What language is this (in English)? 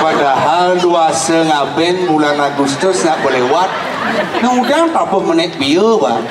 Balinese